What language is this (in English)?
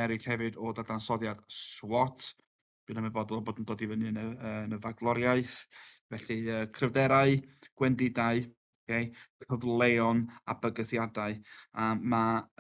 Welsh